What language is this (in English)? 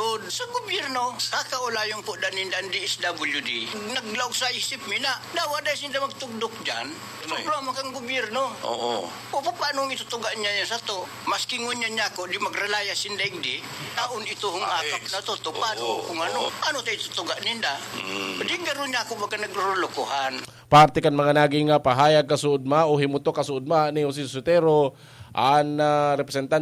Bikol